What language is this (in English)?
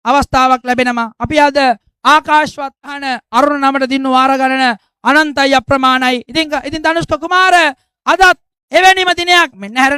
Sinhala